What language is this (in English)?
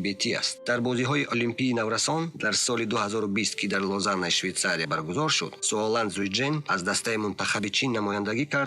Tajik